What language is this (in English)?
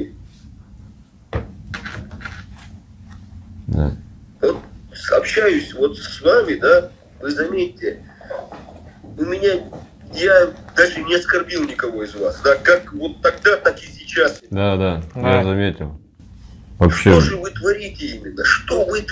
Russian